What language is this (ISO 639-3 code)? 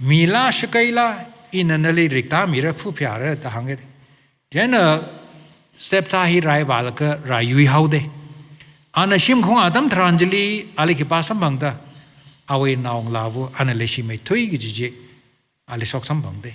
nmf